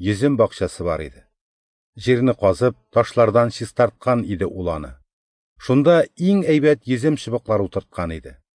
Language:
Tatar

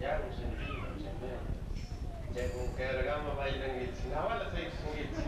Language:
Chimborazo Highland Quichua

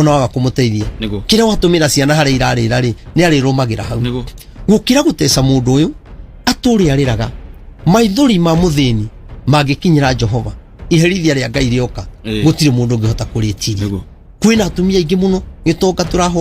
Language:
Kikuyu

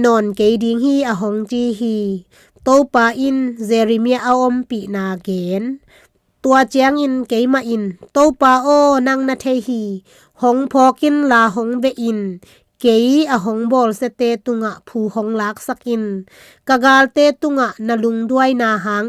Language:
Tedim Chin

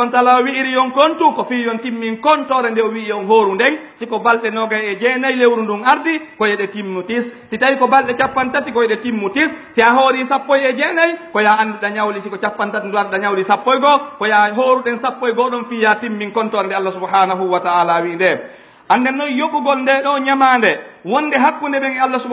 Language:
Pular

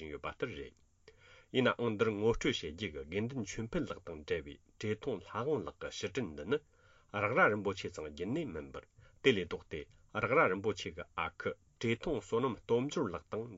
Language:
Tibetan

